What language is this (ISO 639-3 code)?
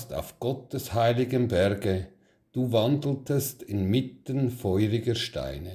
gsw